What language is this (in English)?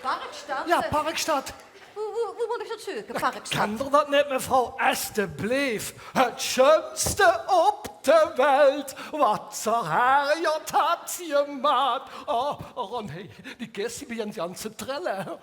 Limburgish